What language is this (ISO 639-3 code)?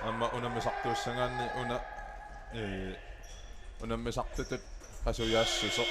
kal